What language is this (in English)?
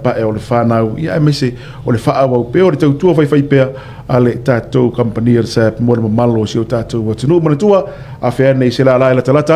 Samoan